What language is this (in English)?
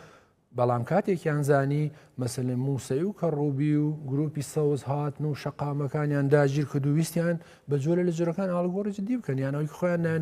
Central Kurdish